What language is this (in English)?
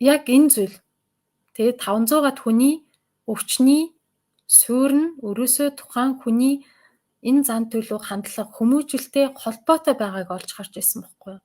Mongolian